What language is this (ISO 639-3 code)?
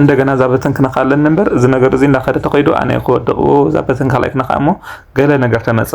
tir